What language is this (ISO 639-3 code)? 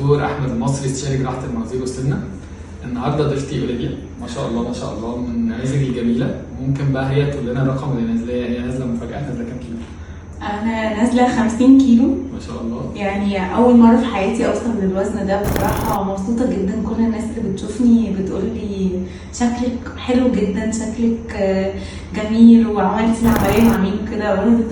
arz